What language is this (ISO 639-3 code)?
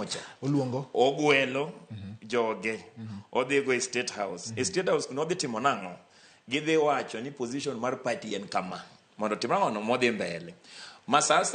luo